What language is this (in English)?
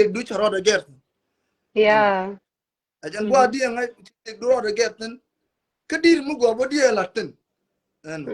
Nuer